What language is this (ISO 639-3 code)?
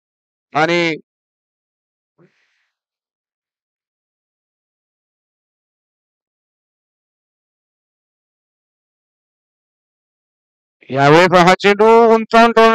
mar